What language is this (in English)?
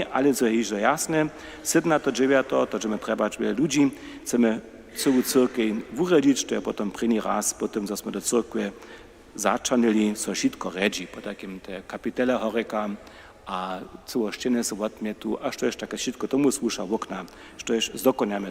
Upper Sorbian